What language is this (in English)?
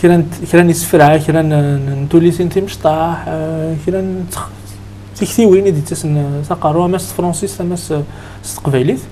Kabyle